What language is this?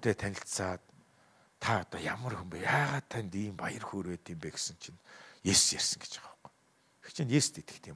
Mongolian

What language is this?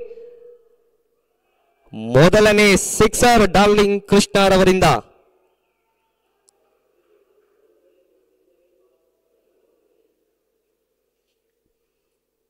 Kannada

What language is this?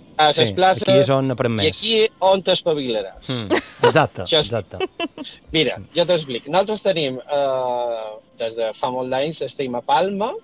Catalan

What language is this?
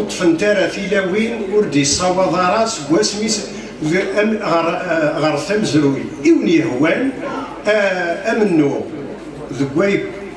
Kabyle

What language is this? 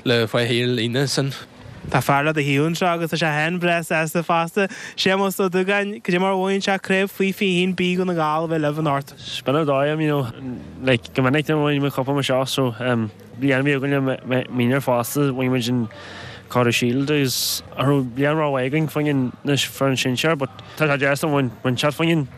Irish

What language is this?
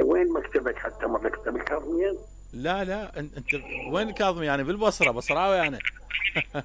Mesopotamian Arabic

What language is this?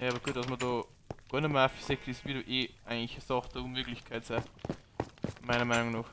Bavarian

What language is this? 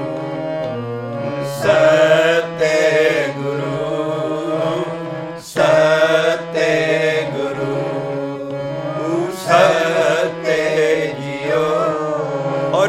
Punjabi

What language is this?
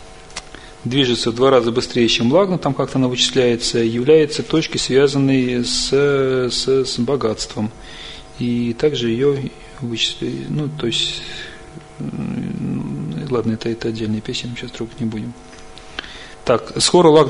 Russian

